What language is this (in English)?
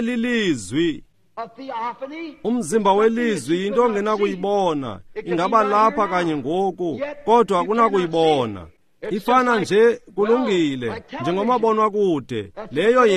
Xhosa